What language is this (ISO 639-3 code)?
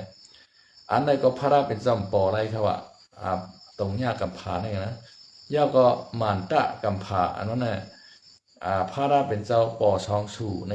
shn